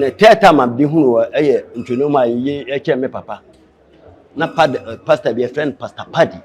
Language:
Akan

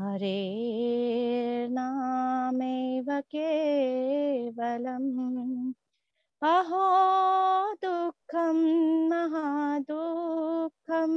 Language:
Sanskrit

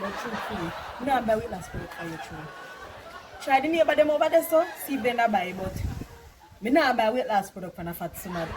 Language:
Jamaican Creole English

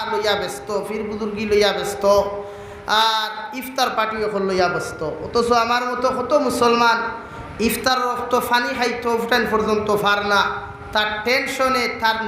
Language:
Sylheti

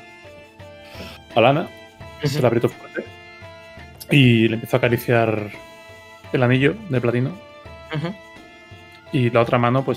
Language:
Spanish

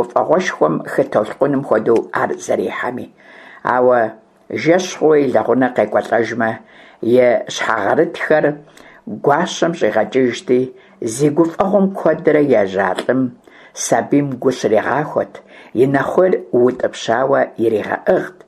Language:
Kabardian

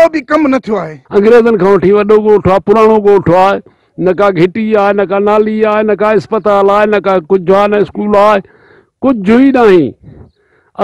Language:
Sindhi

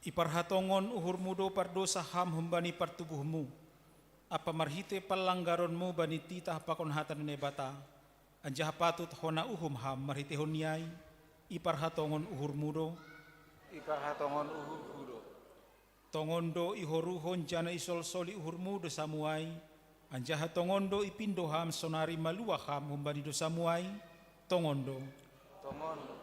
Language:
Batak Simalungun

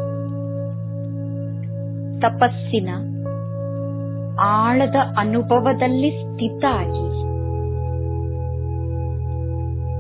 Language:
Kannada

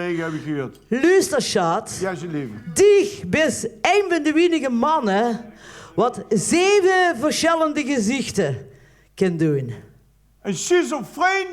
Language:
Limburgish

